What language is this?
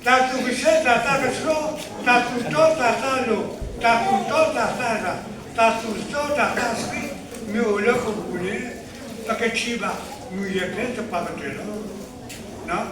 S'gaw Karen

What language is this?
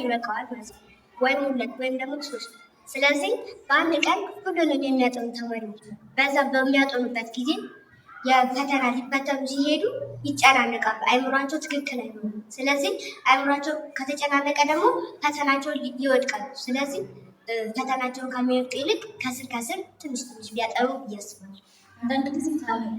Amharic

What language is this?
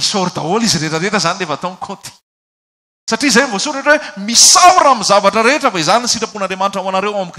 Malagasy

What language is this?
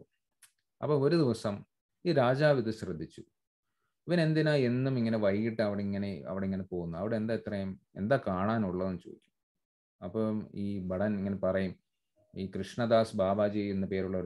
Malayalam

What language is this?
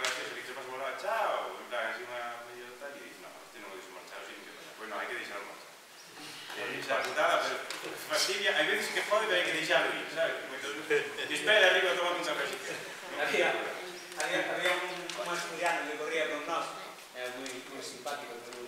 Galician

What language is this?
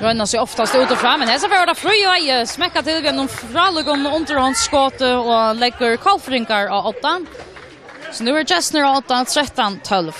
Faroese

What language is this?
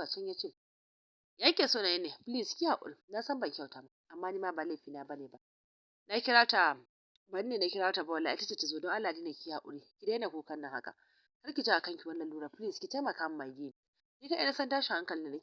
Hausa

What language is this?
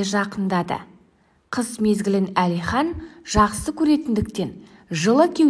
Kazakh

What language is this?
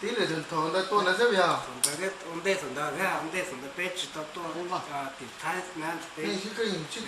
Hmong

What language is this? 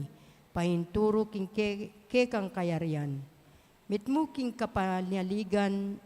Pampanga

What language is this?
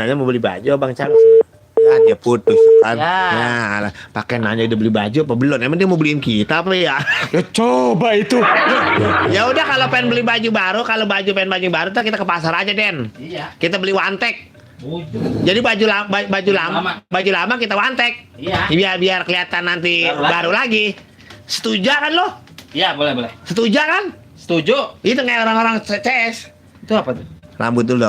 Betawi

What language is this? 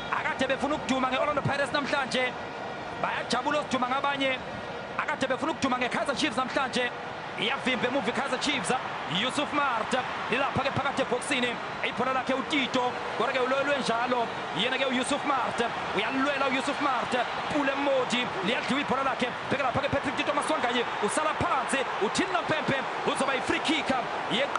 Zulu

